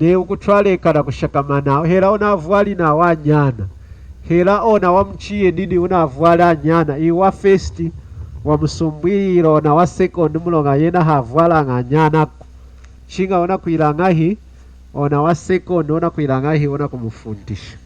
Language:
Lunda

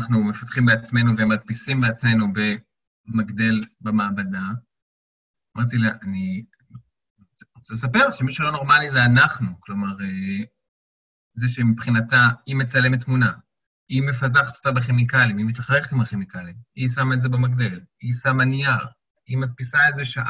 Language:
Hebrew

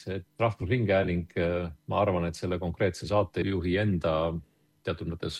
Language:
Estonian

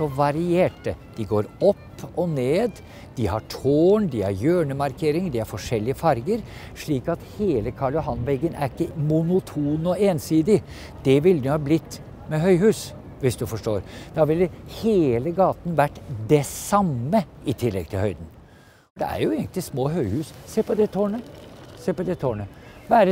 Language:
Norwegian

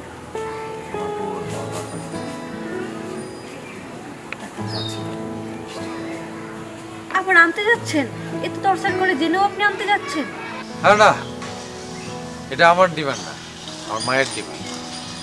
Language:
Bangla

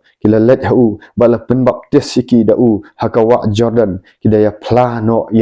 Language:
Khasi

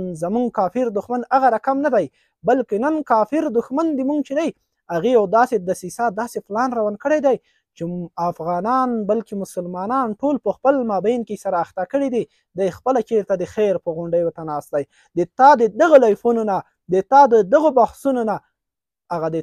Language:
Pashto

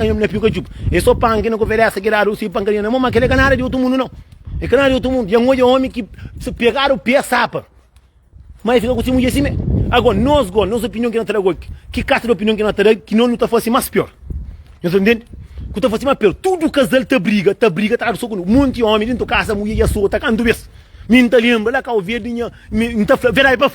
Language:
Kabuverdianu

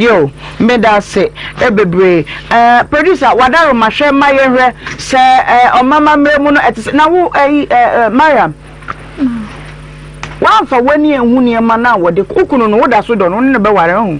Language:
Akan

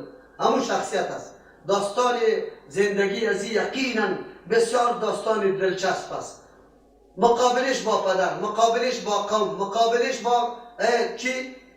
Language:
Persian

